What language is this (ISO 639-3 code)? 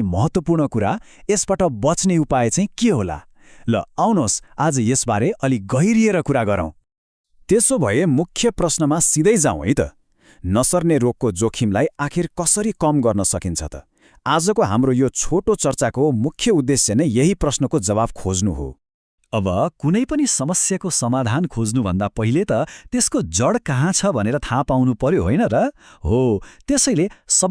nep